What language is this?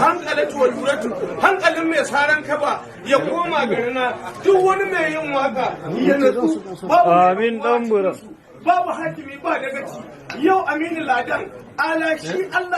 Hausa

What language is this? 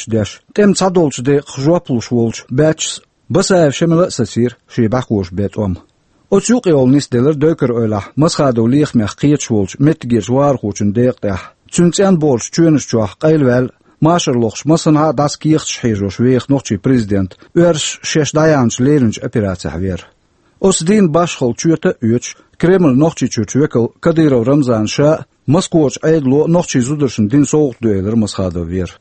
Chechen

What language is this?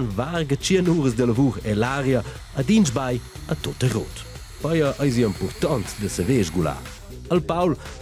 Romansh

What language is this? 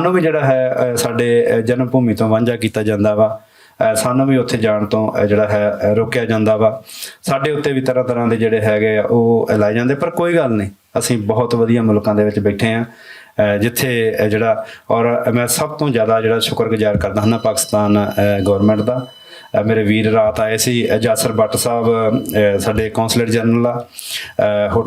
Western Panjabi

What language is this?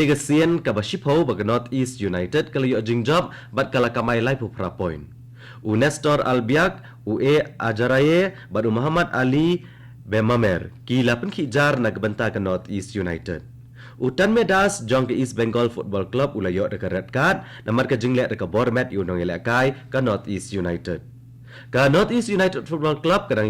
Khasi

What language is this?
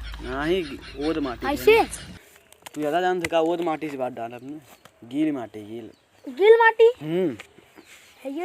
Awadhi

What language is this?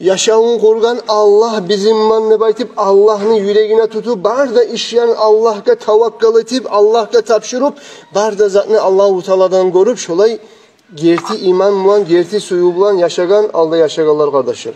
Kumyk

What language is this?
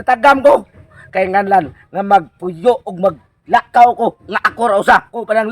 Cebuano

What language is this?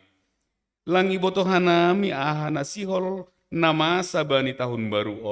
Batak Simalungun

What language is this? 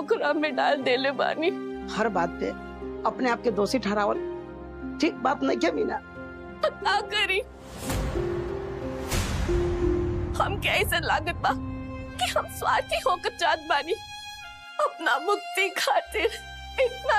Bhojpuri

